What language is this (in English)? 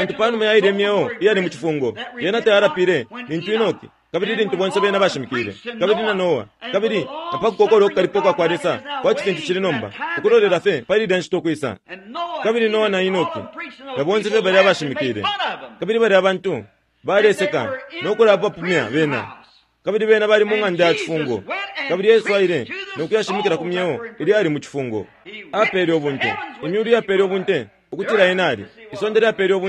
Bemba